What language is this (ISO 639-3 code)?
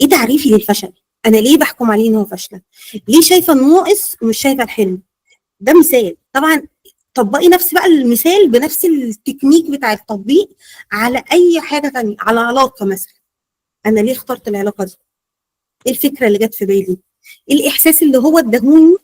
arz